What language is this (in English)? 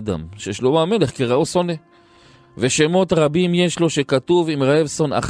Hebrew